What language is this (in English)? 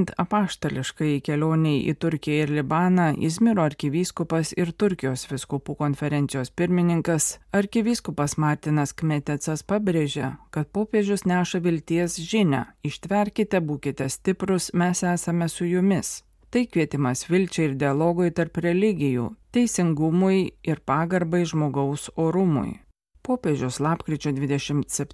Lithuanian